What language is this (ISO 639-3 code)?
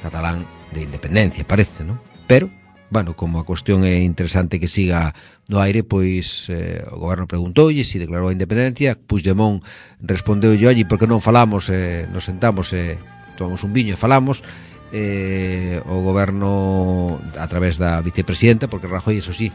glg